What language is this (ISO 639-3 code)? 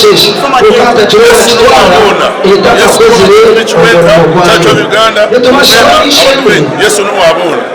nyn